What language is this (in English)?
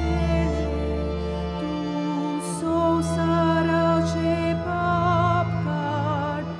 Konkani